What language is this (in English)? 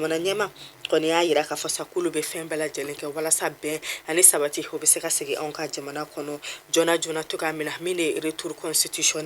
Bambara